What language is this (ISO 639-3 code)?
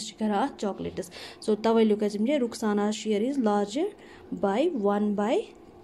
kas